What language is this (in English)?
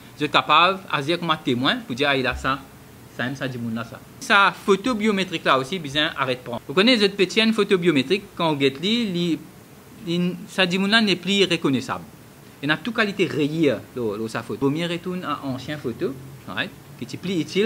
Morisyen